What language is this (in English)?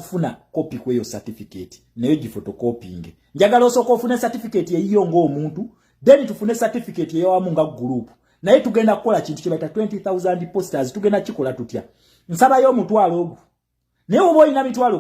Ganda